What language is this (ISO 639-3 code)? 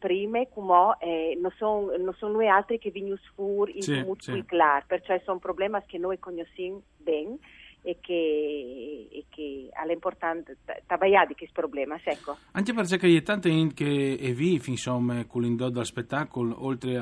fur